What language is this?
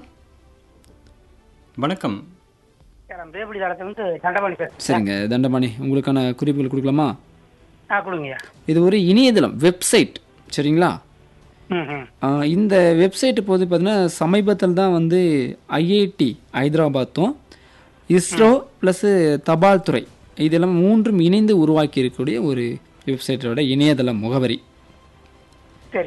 Tamil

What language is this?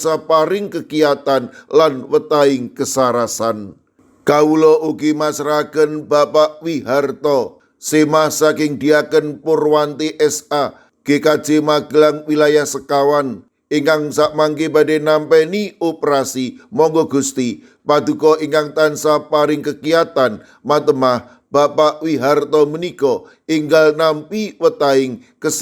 Javanese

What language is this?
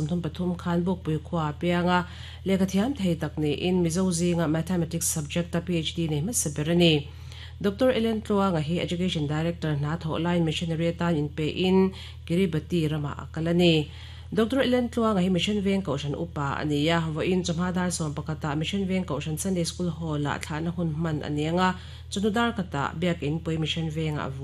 Mizo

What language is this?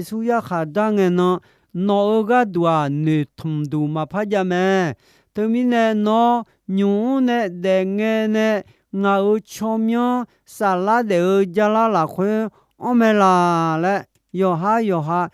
Akha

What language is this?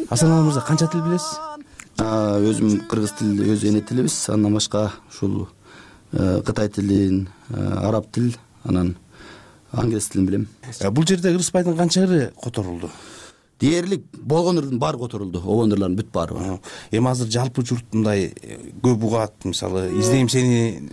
Kyrgyz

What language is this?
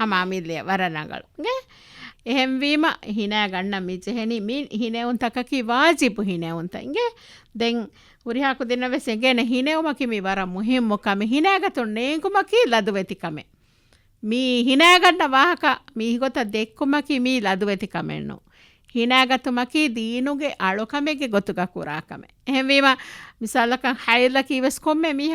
Divehi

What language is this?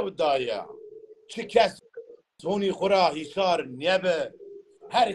Zaza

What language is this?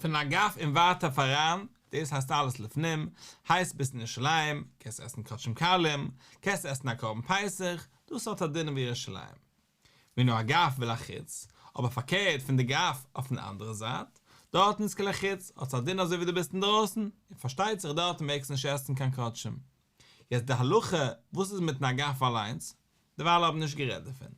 Yiddish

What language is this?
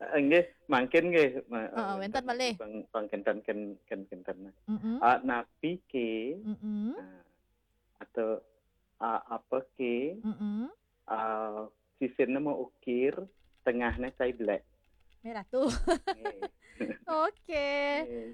Balinese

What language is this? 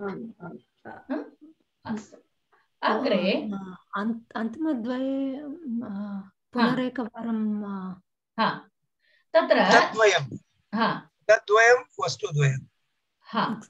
Sanskrit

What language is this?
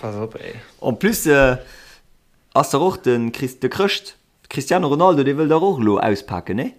Luxembourgish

